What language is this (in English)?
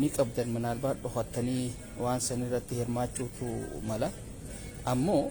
Oromo